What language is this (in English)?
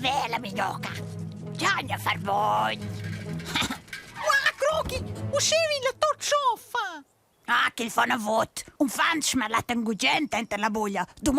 Romansh